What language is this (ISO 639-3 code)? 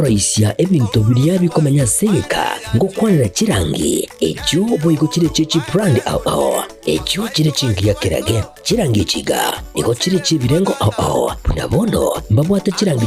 guz